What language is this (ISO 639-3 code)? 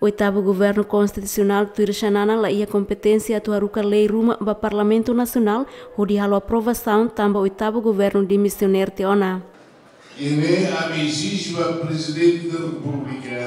tet